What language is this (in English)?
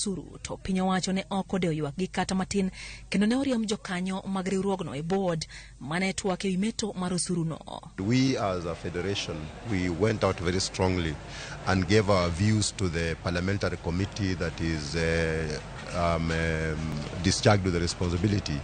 Luo (Kenya and Tanzania)